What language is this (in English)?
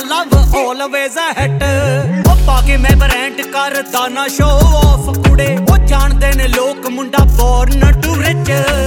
Punjabi